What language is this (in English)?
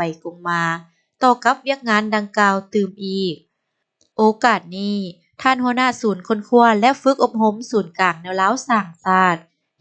Lao